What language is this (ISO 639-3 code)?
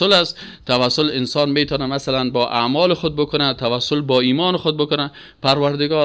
fas